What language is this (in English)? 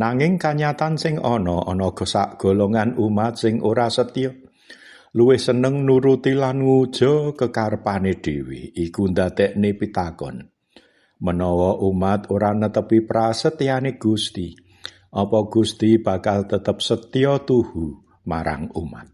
Javanese